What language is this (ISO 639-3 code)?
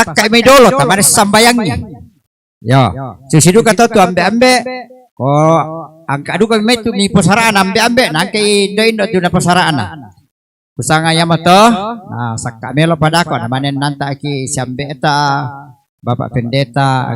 sda